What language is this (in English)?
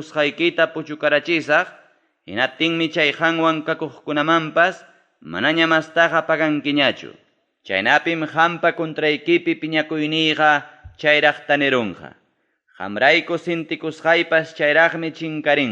Ayacucho Quechua